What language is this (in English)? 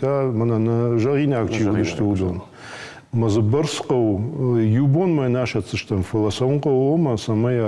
Ossetic